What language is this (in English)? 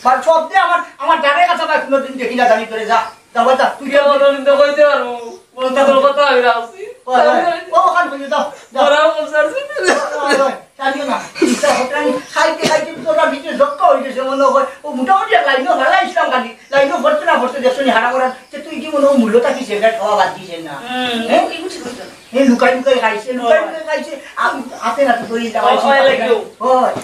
Sylheti